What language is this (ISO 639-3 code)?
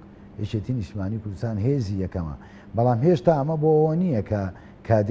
ckb